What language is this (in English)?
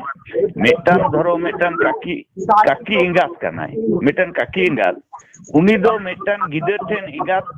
Santali